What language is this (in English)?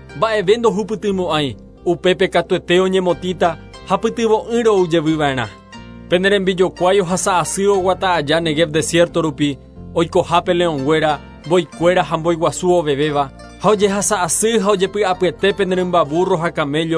Guarani